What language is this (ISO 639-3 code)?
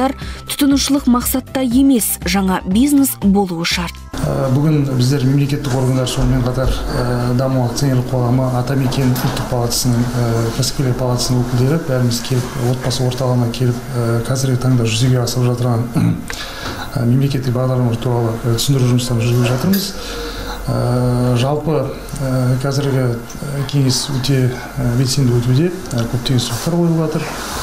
kaz